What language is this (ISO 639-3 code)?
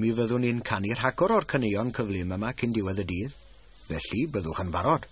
cym